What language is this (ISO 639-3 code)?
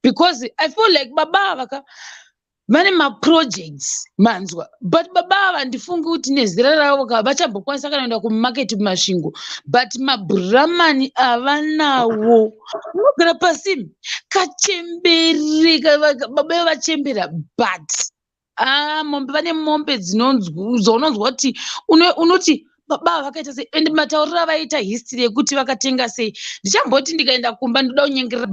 sna